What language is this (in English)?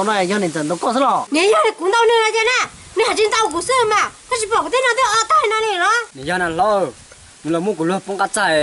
Hmong